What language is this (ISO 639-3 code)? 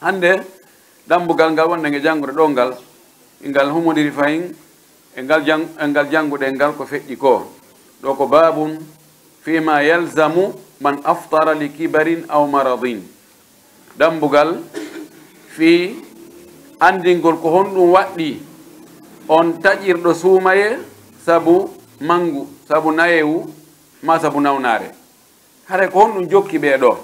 fuf